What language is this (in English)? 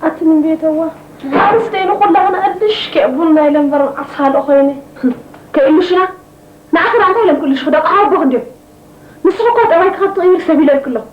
Tigrinya